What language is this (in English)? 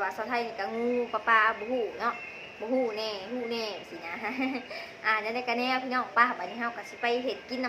Lao